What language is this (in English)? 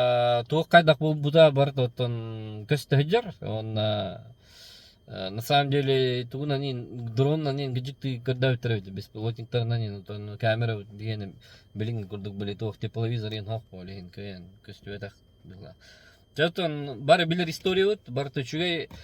Yakut